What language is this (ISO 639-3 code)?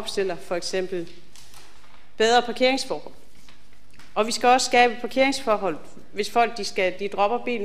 dan